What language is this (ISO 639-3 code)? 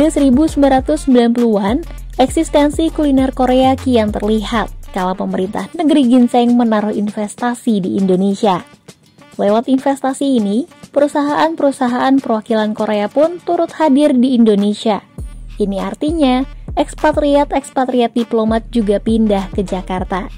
ind